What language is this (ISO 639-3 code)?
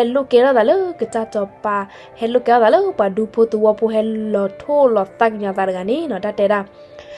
ksw